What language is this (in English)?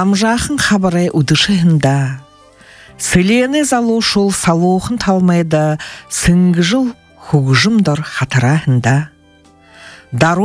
Buriat